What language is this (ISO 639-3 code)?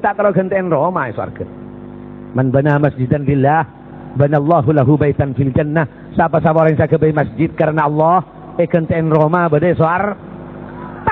mad